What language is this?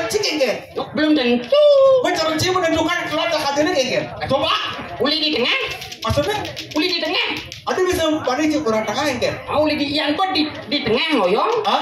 Balinese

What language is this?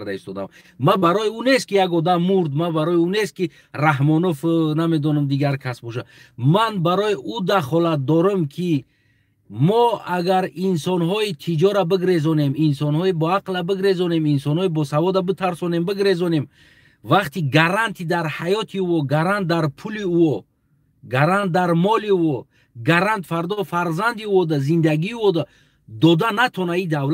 Tajik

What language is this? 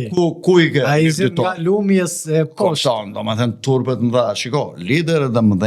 Albanian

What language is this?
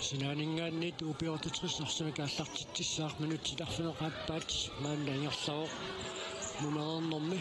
Kalaallisut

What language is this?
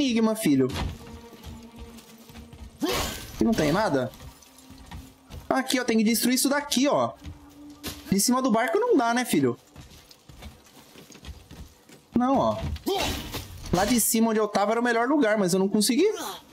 Portuguese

